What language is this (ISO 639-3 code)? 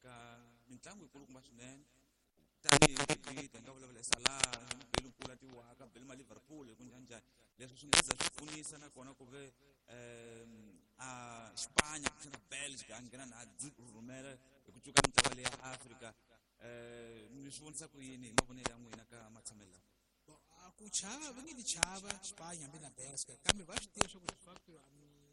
tso